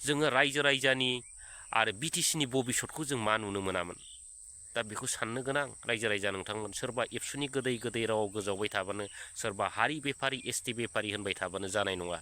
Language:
Bodo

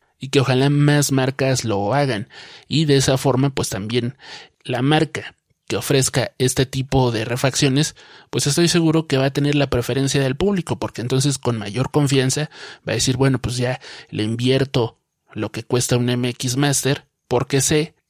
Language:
Spanish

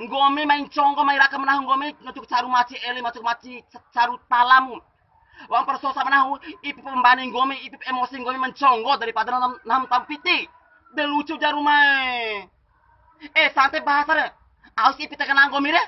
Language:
Bima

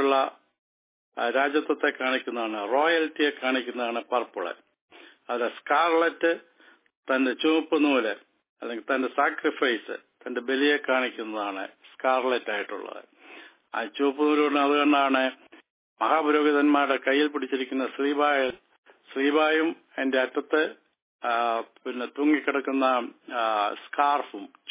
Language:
Malayalam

